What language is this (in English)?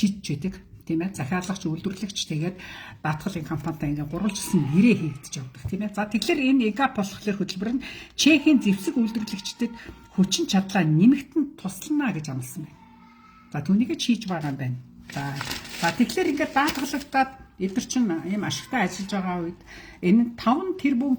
Mongolian